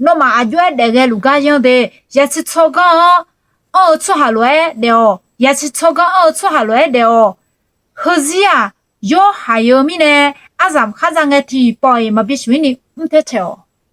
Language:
Akha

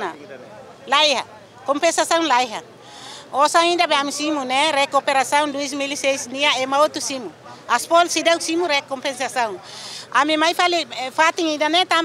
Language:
Tetum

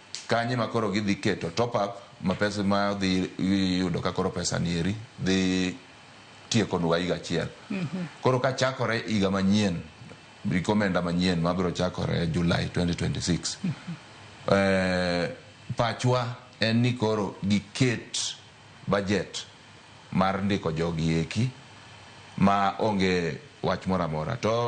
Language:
Luo (Kenya and Tanzania)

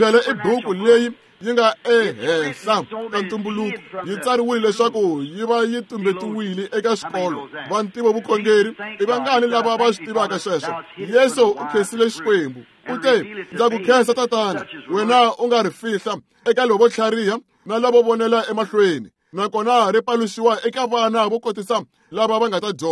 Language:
Tsonga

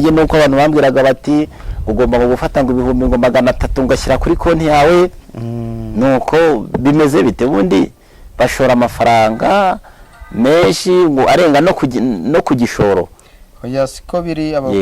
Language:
Kinyarwanda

